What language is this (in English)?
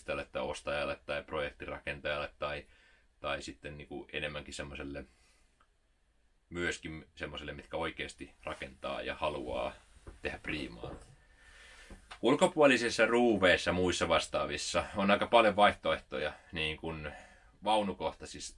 Finnish